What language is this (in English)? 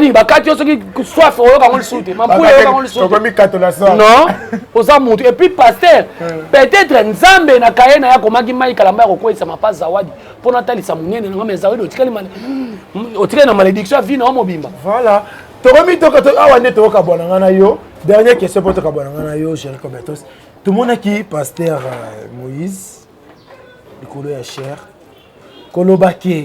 Lingala